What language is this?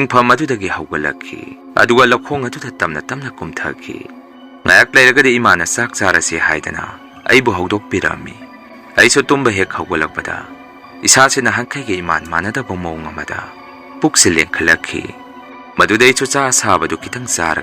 Manipuri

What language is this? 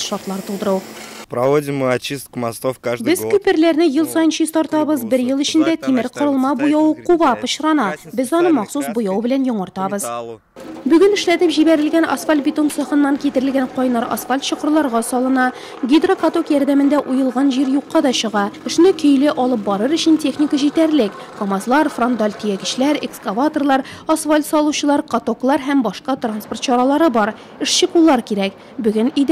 Tatar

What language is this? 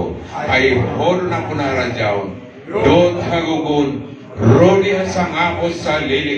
Batak Toba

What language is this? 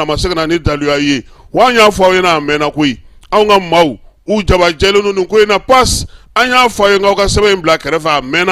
Bambara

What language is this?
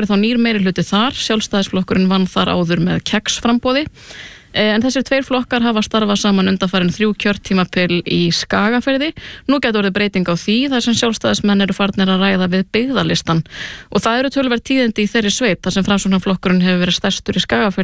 Icelandic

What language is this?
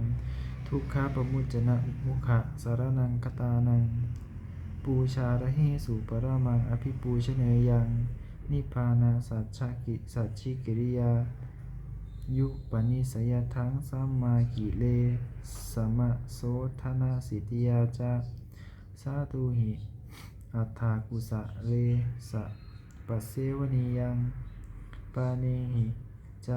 Pali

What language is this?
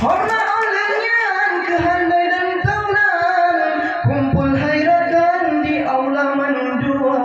Achinese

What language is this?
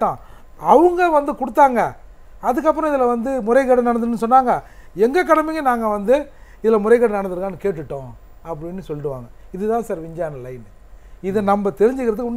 Tamil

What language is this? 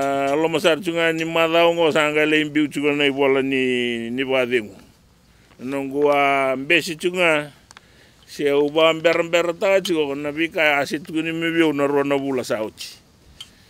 Fijian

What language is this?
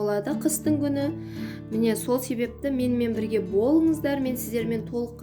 Kazakh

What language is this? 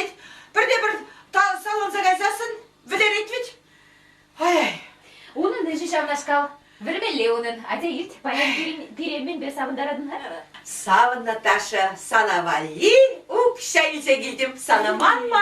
Chuvash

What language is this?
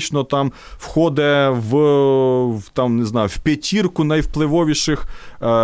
Ukrainian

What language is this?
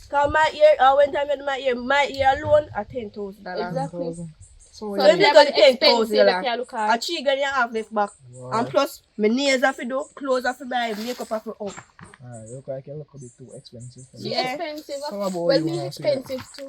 Jamaican Creole English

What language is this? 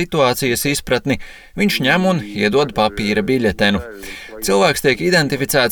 Latvian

